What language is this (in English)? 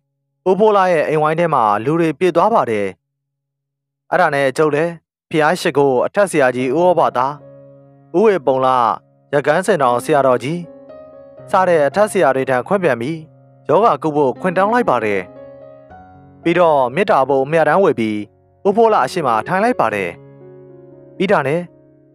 Burmese